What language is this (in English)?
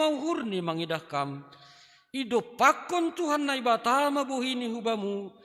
Batak Simalungun